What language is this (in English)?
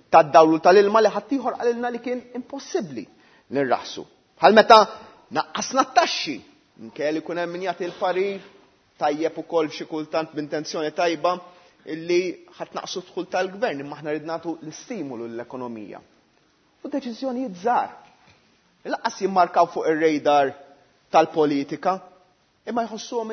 Maltese